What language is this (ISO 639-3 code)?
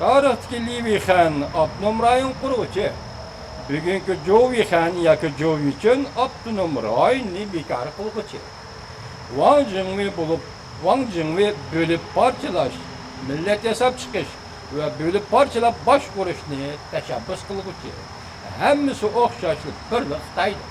uig